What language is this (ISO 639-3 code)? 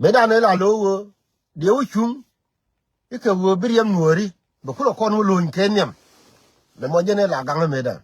nus